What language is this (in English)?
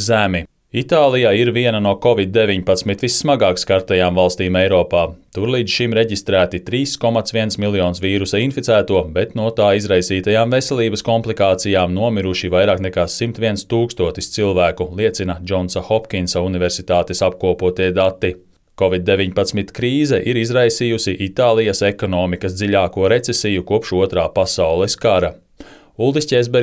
Latvian